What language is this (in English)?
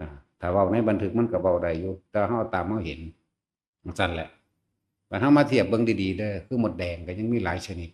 Northeastern Thai